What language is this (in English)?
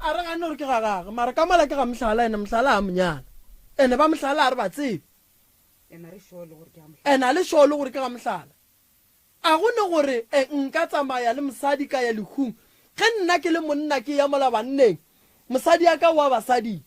Northern Sotho